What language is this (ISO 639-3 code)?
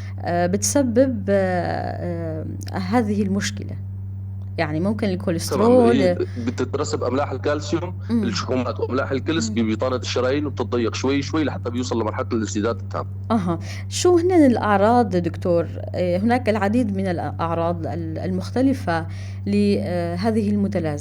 apc